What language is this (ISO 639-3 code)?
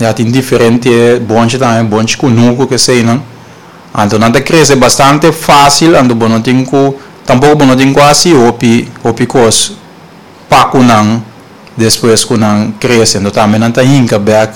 pap